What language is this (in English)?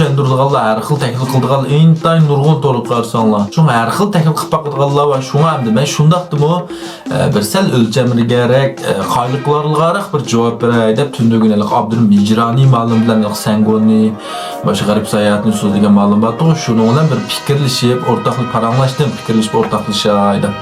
Uyghur